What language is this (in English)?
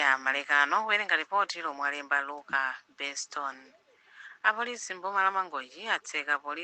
Nyanja